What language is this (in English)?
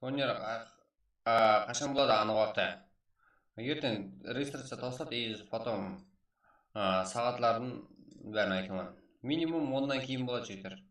Kara-Kalpak